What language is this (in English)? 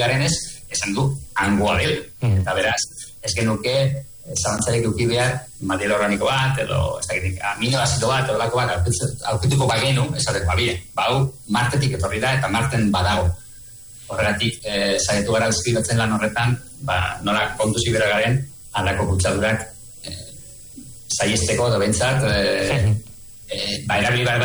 Basque